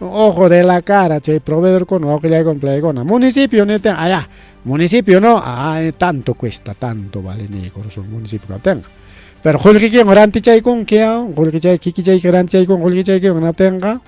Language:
Ayacucho Quechua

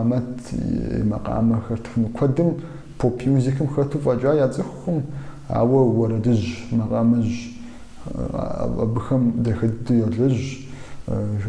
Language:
Kabardian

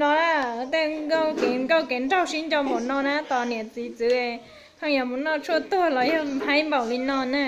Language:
Hmong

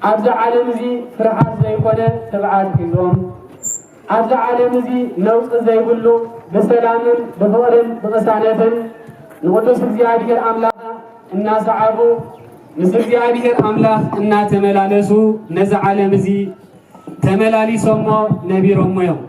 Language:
Tigrinya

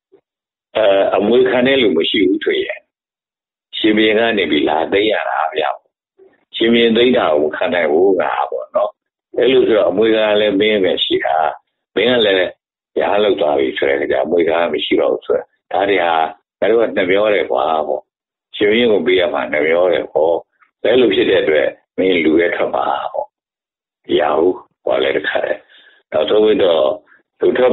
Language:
Burmese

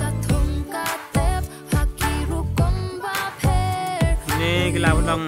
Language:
Khasi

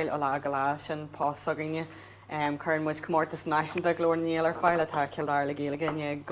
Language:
Irish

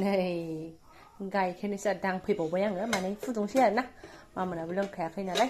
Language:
Bodo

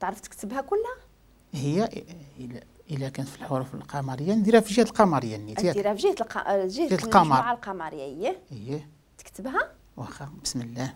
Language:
Moroccan Arabic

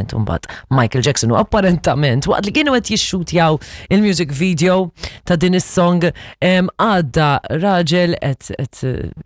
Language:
Maltese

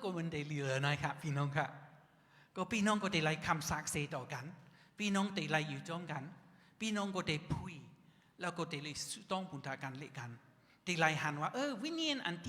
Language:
Shan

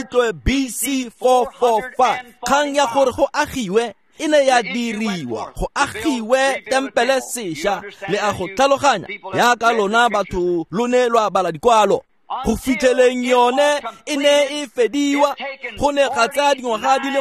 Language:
Tswana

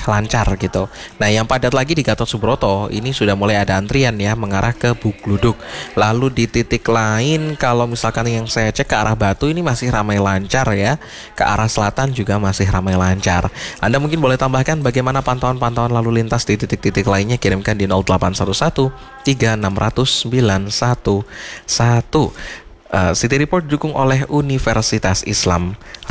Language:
Indonesian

